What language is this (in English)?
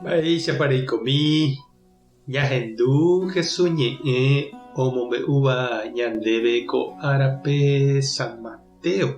Guarani